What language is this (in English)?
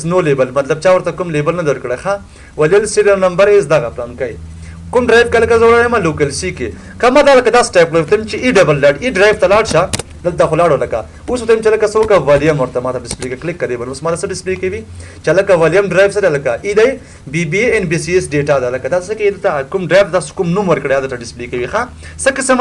Pashto